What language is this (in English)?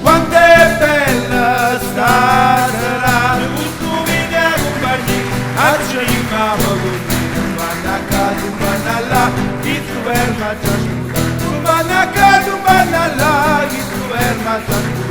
Neapolitan